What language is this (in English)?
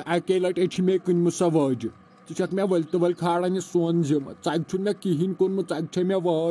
Kashmiri